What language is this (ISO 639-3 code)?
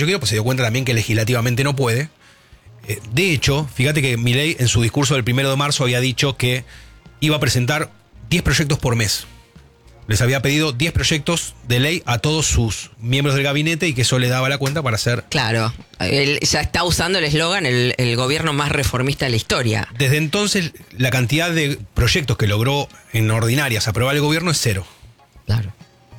spa